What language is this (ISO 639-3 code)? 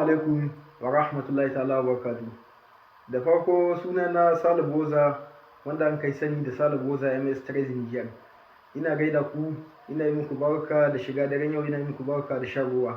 hau